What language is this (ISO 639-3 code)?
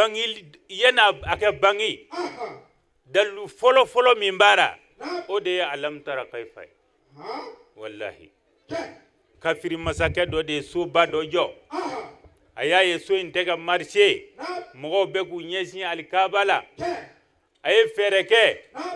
bam